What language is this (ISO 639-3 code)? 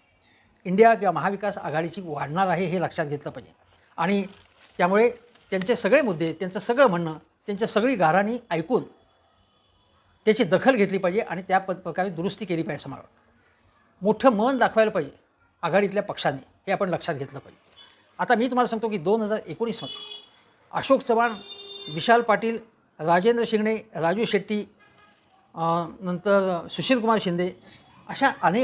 mar